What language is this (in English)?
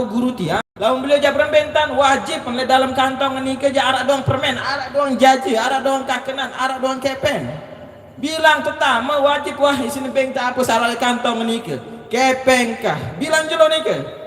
Sasak